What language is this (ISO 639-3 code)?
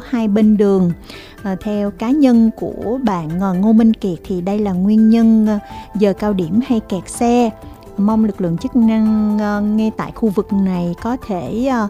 vie